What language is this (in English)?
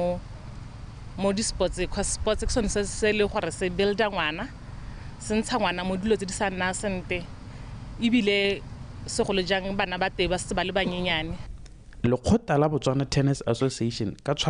Tswana